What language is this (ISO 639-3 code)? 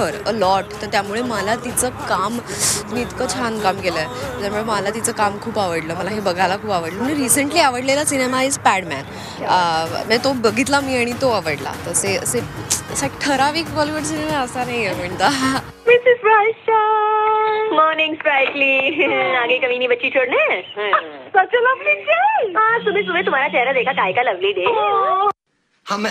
mar